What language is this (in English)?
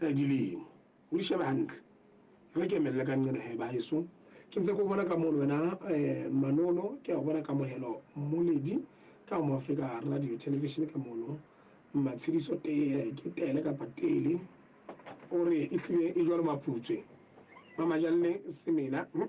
Southern Sotho